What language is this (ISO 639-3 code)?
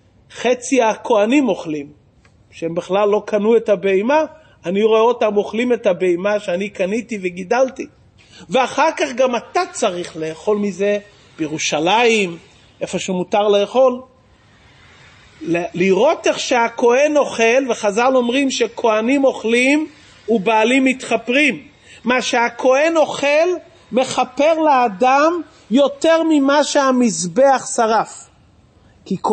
heb